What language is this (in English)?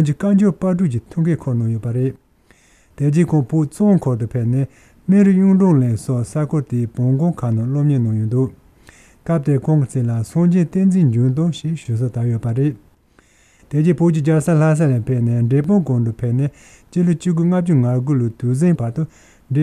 Tibetan